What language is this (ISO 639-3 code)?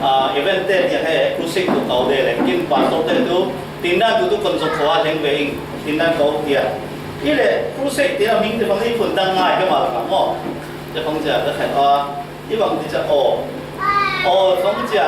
cfm